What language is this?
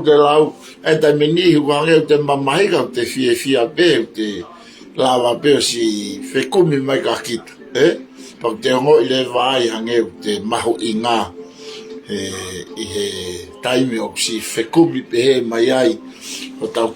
Tongan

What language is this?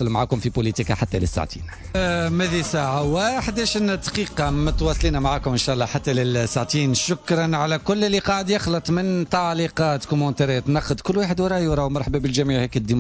Tunisian Arabic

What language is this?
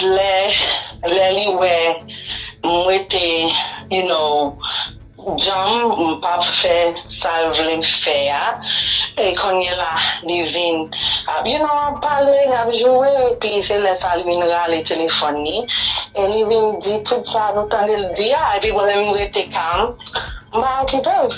Haitian Creole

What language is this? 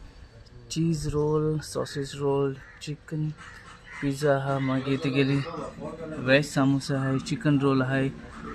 Konkani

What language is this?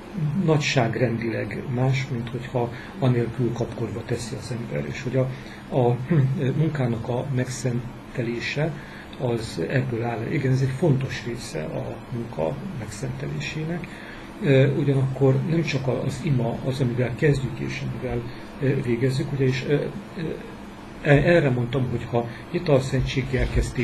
Hungarian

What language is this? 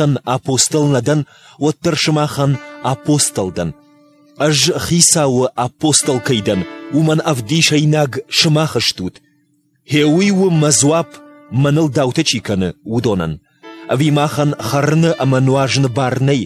Ossetic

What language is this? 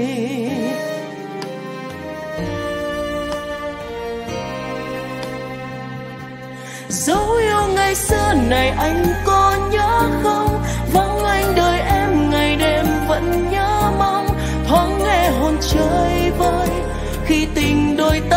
Vietnamese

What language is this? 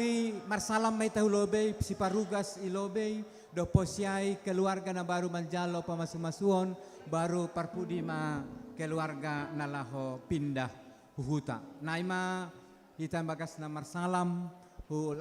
Batak Simalungun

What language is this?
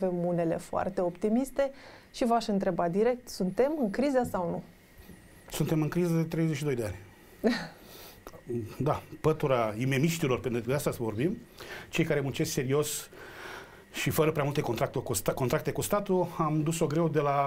Romanian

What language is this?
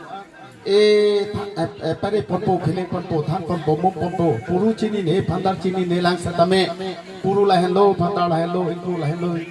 Karbi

